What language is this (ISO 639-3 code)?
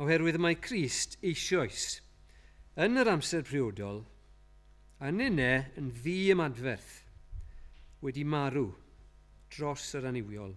cym